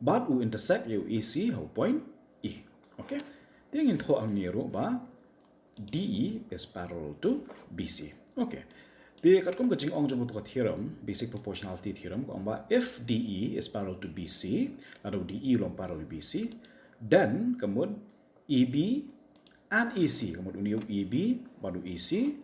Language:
Khasi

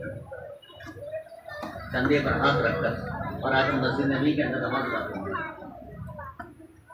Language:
Urdu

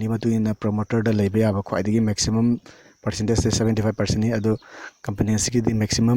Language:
Manipuri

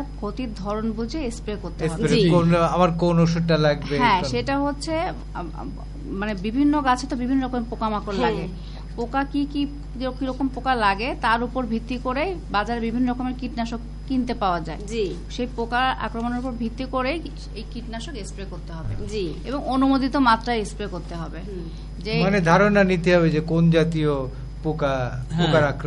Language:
Bangla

